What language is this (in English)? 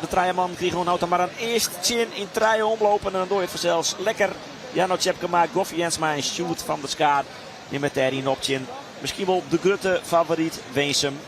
Western Frisian